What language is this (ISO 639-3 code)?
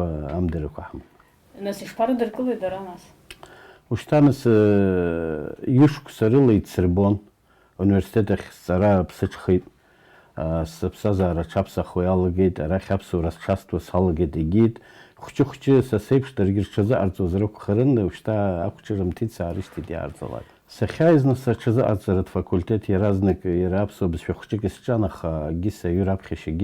abk